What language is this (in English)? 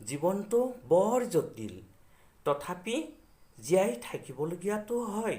Assamese